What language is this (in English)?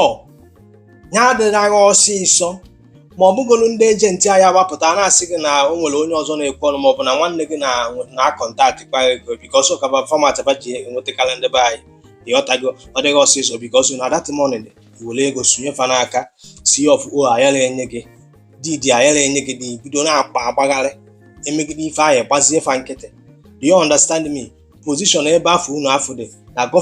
Igbo